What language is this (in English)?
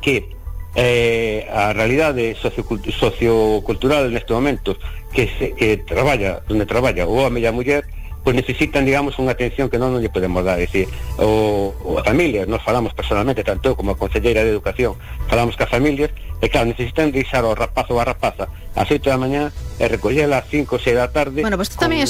Galician